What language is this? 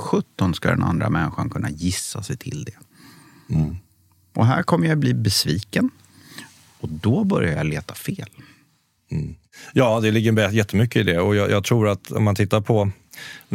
Swedish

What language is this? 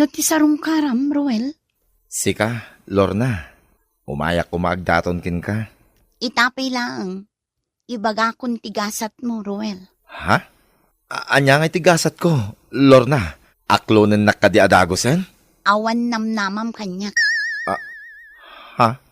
Iloko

